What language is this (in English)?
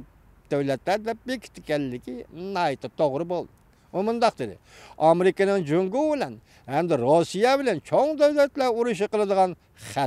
Uyghur